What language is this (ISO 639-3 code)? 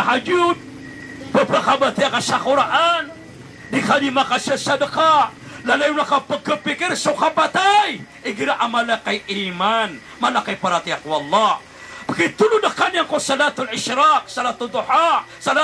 mrw